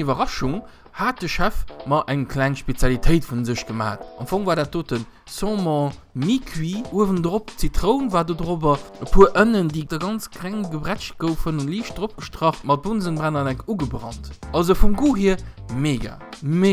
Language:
Luxembourgish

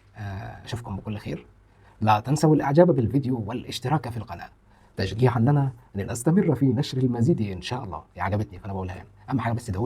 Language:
Egyptian Arabic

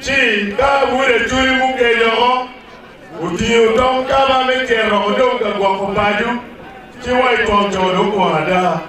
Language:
Acoli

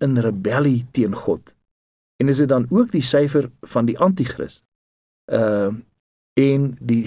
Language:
Afrikaans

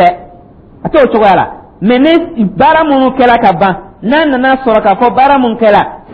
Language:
Dyula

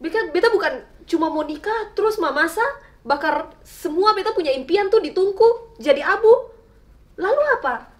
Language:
Ambonese Malay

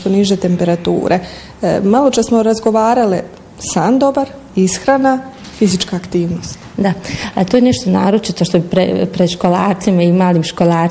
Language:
Bosnian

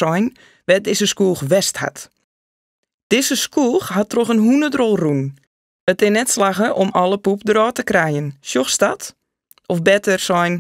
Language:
Western Frisian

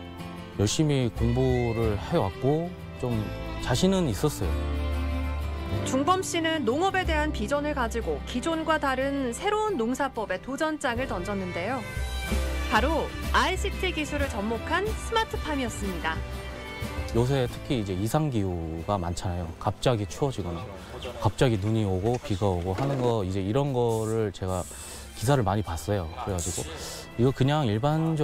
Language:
Korean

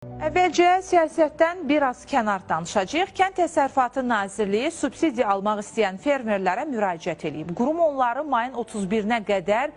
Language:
Azerbaijani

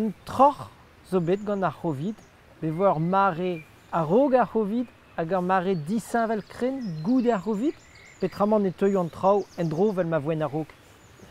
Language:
Breton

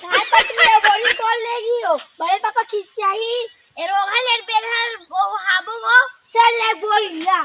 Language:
Chhattisgarhi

